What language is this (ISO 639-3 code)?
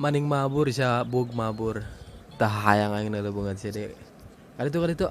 sun